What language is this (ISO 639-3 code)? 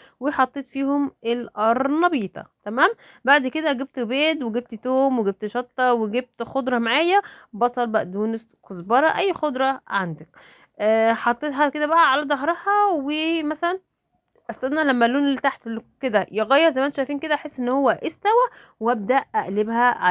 arz